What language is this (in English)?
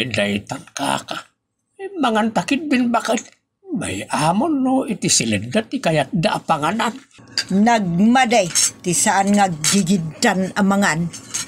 Iloko